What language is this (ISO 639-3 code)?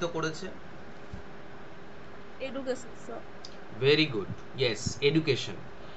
ben